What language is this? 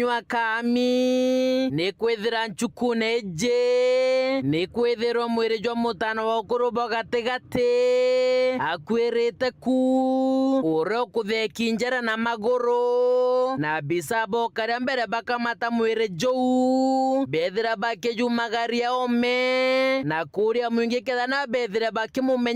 Meru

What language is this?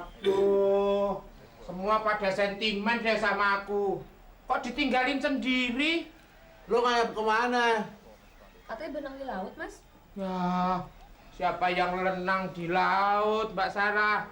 Betawi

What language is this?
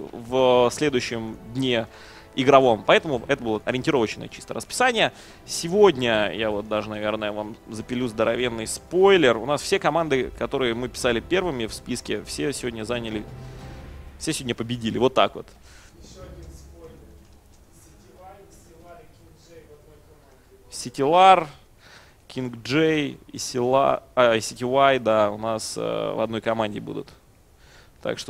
Russian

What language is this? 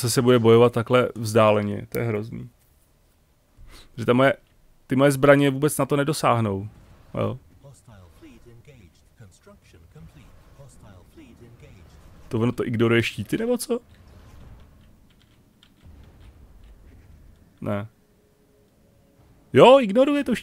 Czech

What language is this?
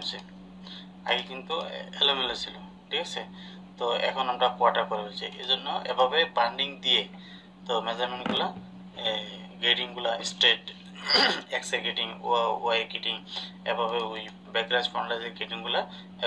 Bangla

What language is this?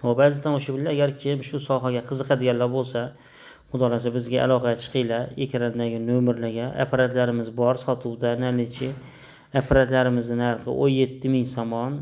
Uzbek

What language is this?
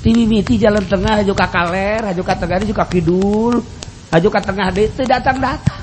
Sundanese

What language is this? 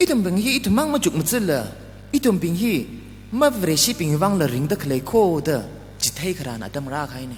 Tangkhul Naga (India)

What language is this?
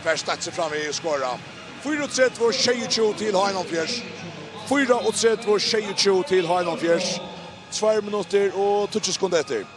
Faroese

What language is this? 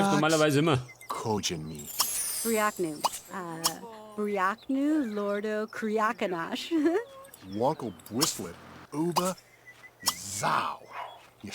Bavarian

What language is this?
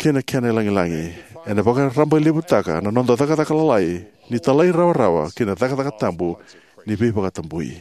Fijian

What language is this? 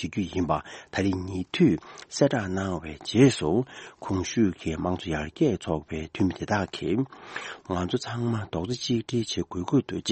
Tibetan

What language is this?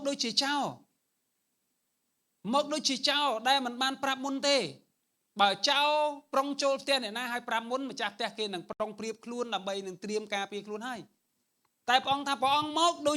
Khmer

